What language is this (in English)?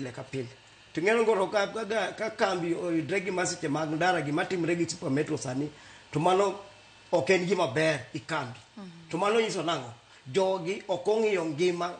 Luo (Kenya and Tanzania)